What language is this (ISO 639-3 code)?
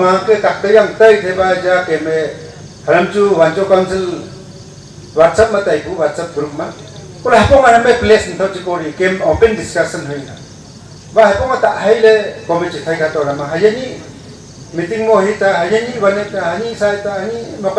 nnp